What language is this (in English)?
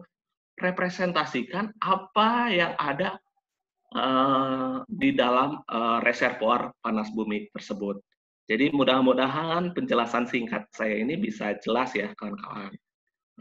Indonesian